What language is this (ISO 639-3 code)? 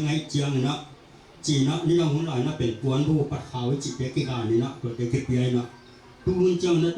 ctd